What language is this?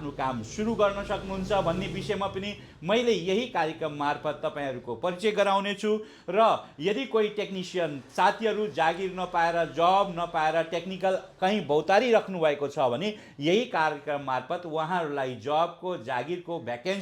Nepali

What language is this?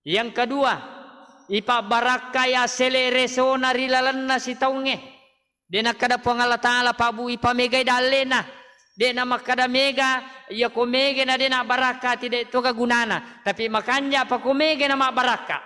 Buginese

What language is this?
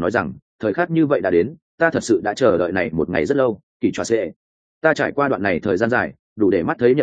Vietnamese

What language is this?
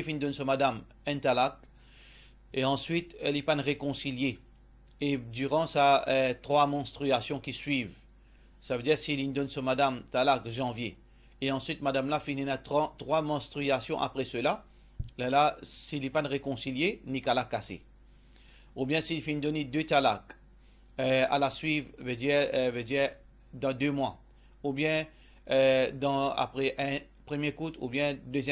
Morisyen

